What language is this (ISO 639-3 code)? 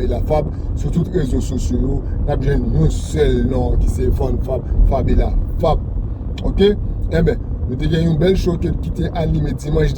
hat